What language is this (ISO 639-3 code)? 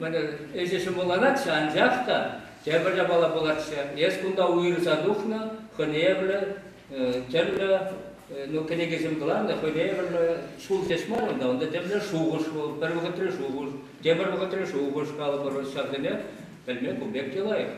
chv